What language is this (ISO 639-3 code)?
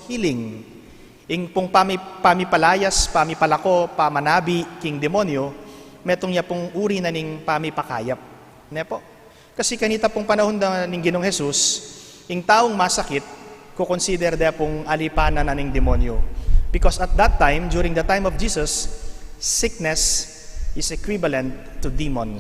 pam